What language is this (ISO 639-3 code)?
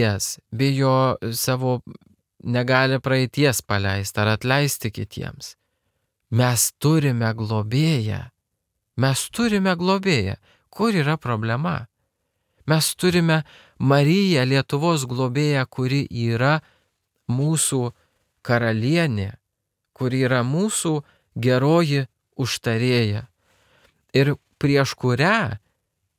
lit